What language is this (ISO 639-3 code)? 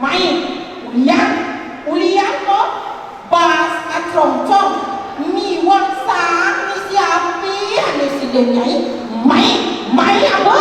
ban